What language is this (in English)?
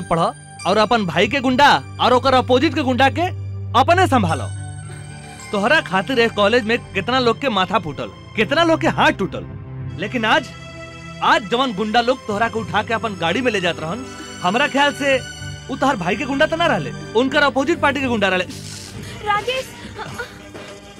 Bhojpuri